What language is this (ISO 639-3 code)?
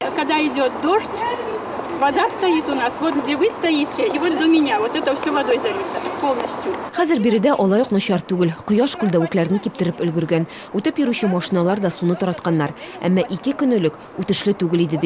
tat